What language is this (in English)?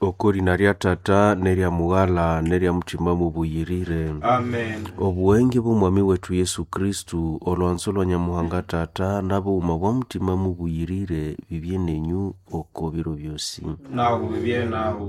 Nande